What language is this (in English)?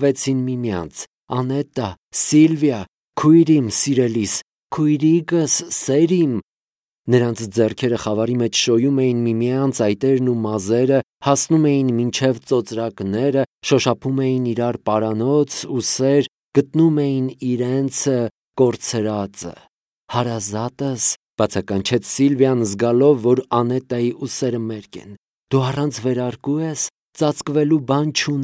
Armenian